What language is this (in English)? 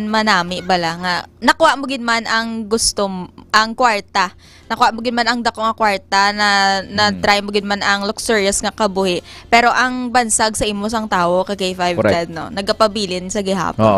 Hiligaynon